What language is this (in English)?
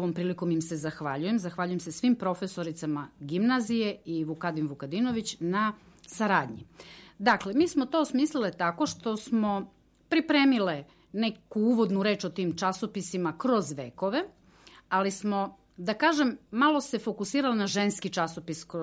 Serbian